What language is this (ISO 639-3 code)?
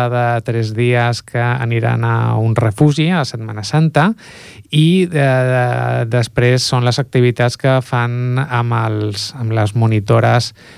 cat